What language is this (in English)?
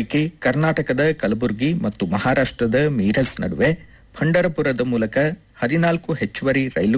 Kannada